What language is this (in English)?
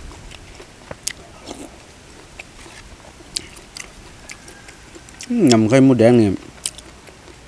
Thai